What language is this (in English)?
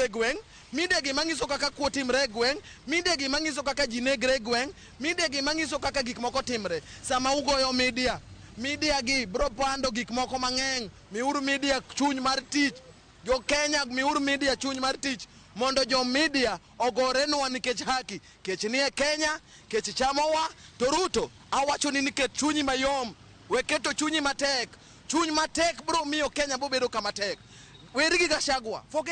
Luo (Kenya and Tanzania)